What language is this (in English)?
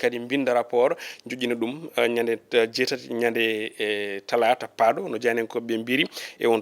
Fula